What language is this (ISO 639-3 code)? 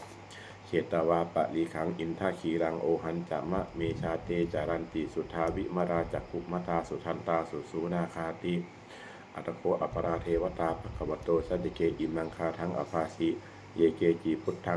pli